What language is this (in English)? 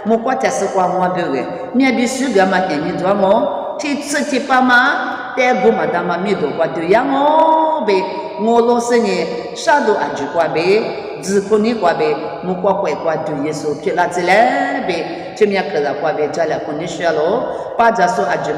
Lisu